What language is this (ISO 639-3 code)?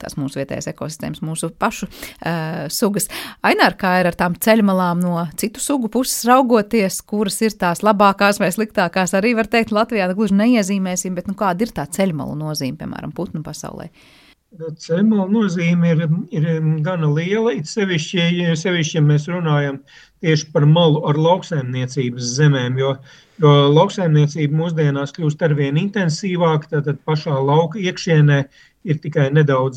lav